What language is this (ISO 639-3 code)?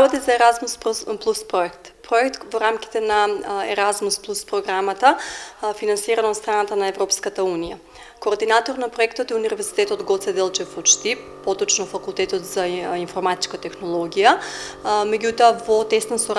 mkd